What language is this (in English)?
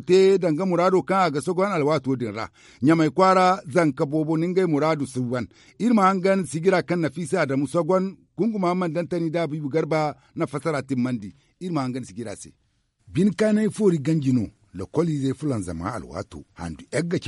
Zarma